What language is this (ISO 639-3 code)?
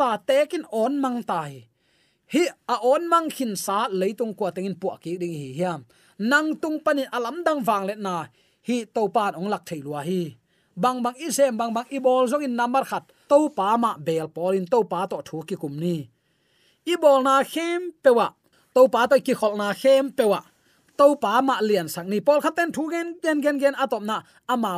ctd